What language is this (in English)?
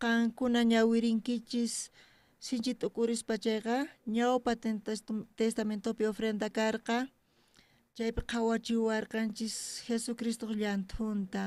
South Bolivian Quechua